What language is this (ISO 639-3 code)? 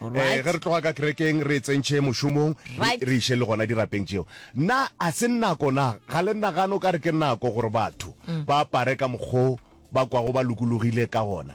nso